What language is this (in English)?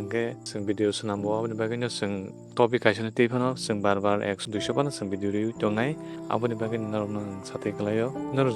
Kok Borok